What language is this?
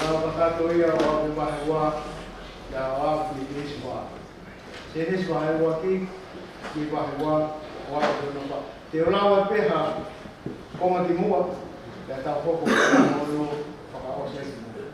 Tongan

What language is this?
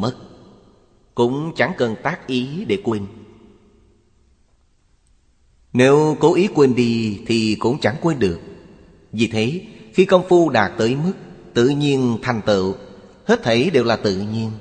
Vietnamese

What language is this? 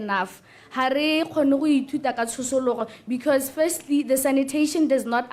Tswana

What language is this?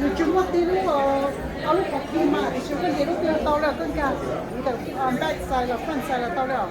Hmong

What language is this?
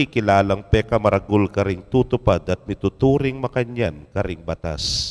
Pampanga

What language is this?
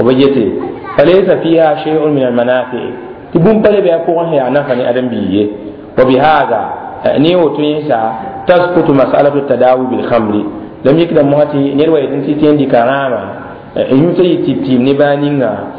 Mossi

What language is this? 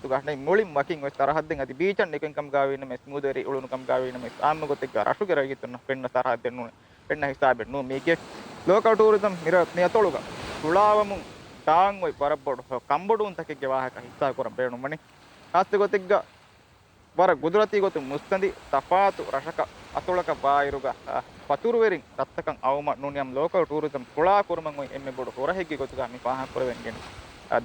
Divehi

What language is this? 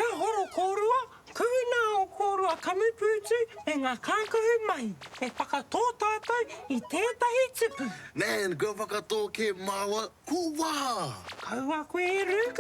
Māori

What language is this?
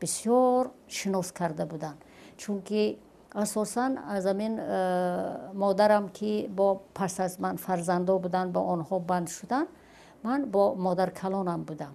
Tajik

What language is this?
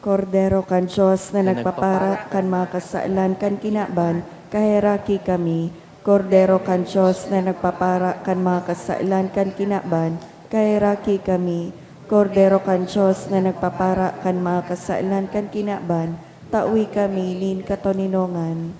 Bikol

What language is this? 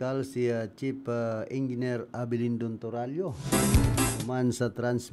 Bikol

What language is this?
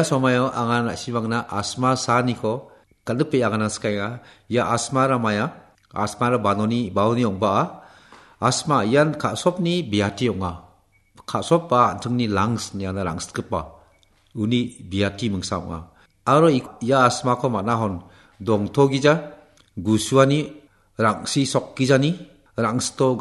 Garo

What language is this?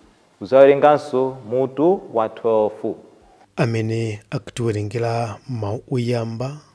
Nyanja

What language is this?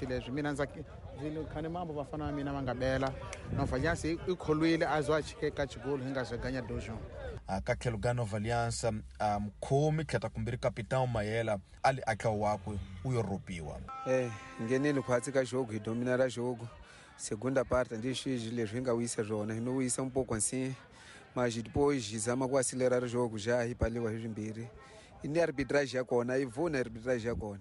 Tsonga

